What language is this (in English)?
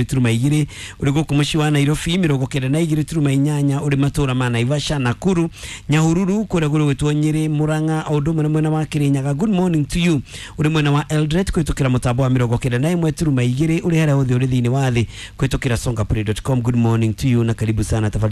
Kikuyu